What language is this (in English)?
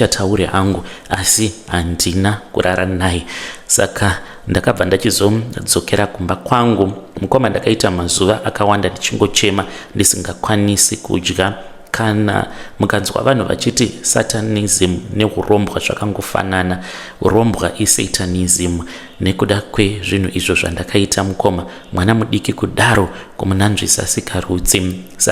Shona